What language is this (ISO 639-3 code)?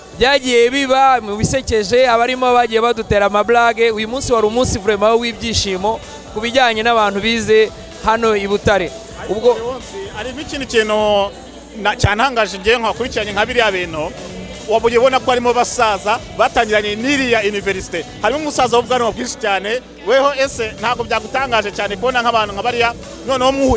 kin